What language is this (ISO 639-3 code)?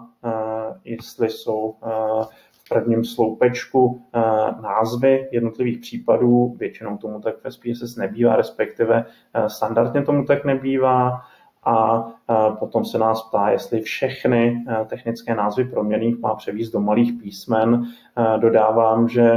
ces